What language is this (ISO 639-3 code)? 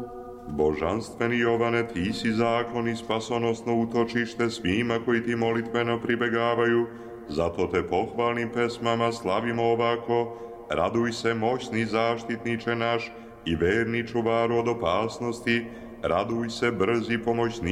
srp